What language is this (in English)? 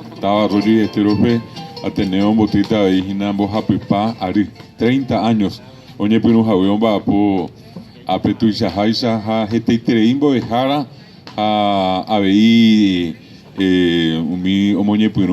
Guarani